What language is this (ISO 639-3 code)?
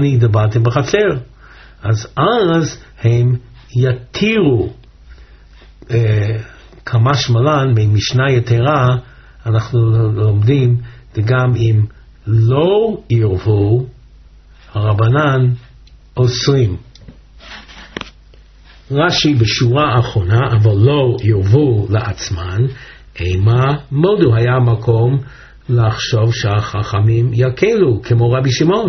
heb